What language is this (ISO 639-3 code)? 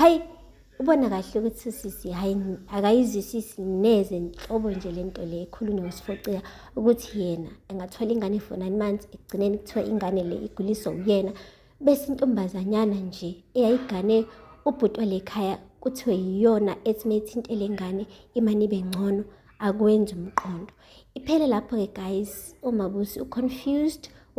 zul